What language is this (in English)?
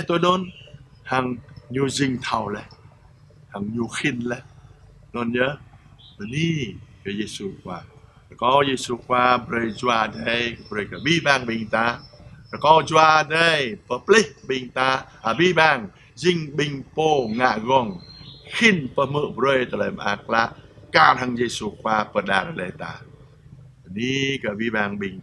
Jarai